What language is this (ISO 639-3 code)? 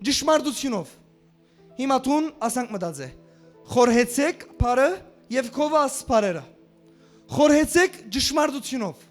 hyw